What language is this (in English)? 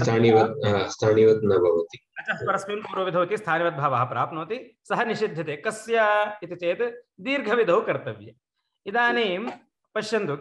Sanskrit